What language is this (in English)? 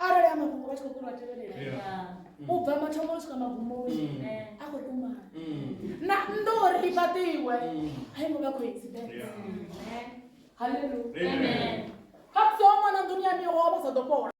Venda